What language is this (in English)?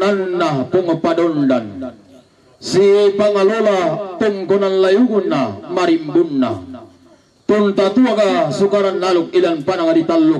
Toraja-Sa'dan